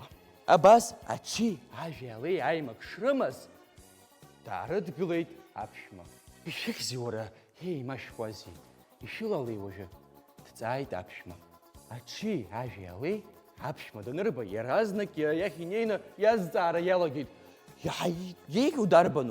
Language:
Abkhazian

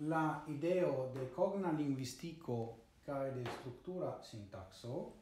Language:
Esperanto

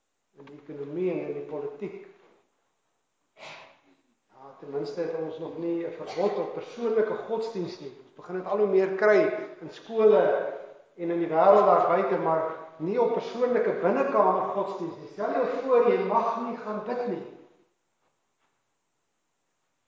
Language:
Afrikaans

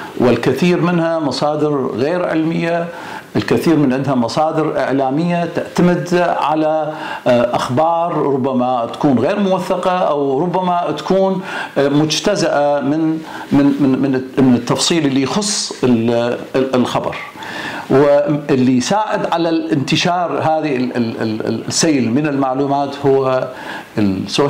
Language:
Arabic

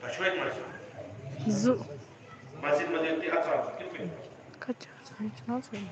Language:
Kashmiri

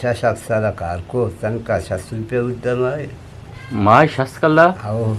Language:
Eastern Balochi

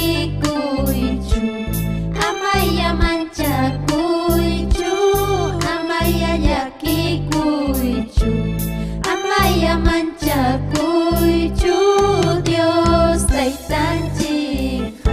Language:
Ayacucho Quechua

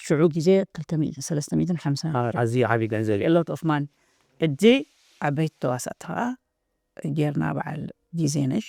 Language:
Tigrinya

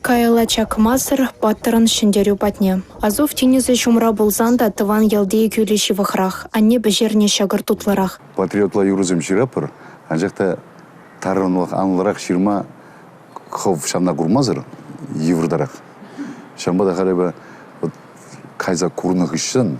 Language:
Chuvash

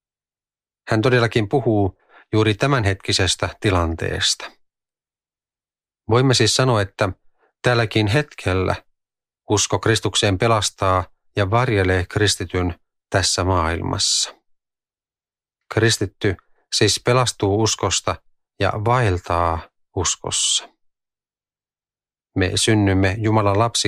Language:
Finnish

